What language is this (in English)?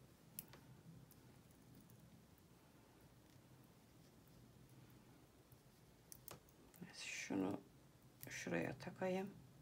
Turkish